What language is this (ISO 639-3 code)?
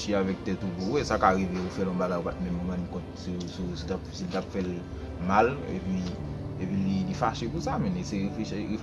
hat